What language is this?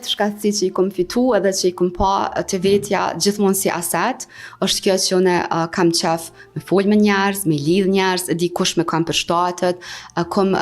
Albanian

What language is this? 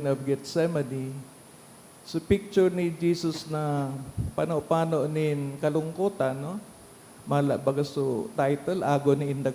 Bikol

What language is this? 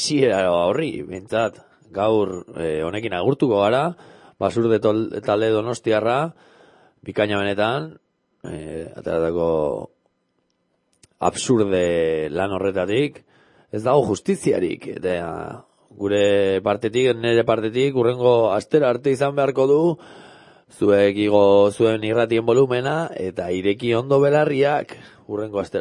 Basque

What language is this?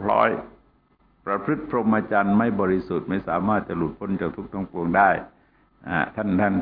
Thai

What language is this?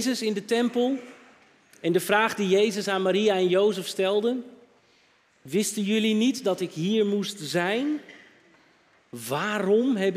Dutch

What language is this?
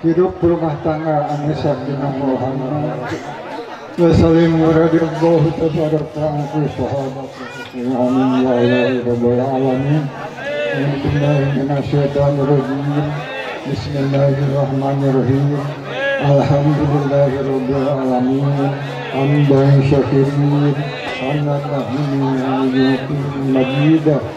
Sundanese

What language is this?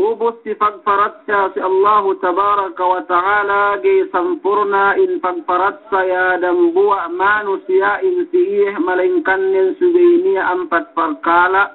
Yakan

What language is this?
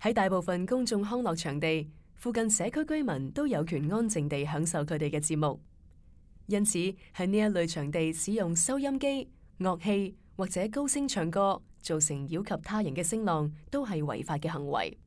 Cantonese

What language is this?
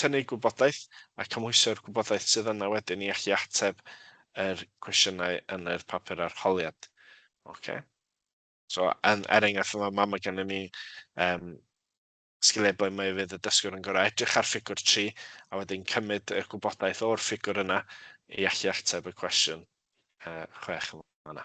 Welsh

